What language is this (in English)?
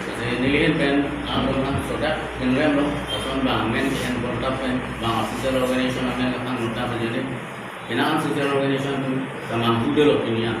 Karbi